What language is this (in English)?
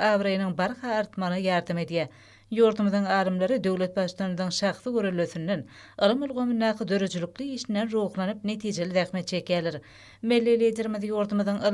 Turkmen